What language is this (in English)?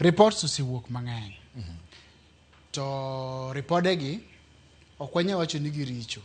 Luo (Kenya and Tanzania)